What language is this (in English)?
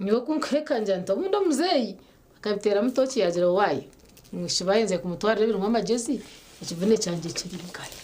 Nyankole